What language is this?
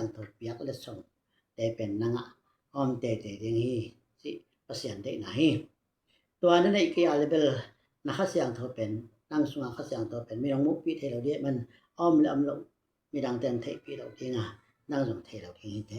Tedim Chin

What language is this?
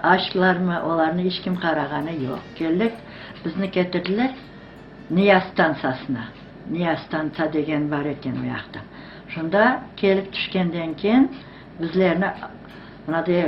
Crimean Tatar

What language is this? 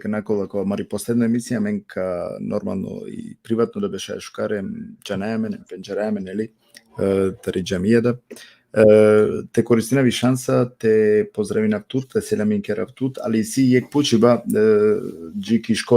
Balkan Romani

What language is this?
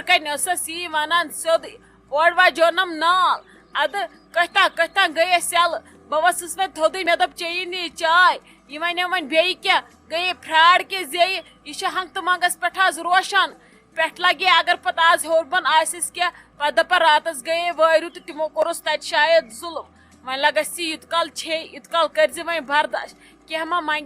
Kashmiri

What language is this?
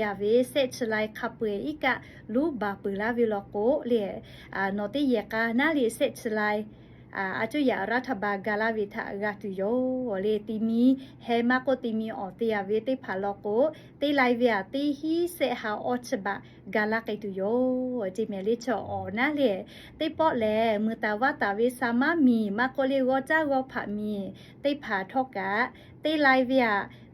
Lahu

